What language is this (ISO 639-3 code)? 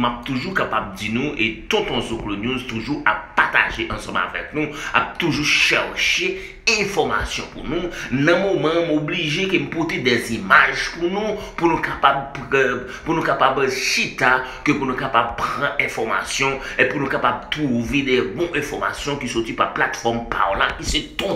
hat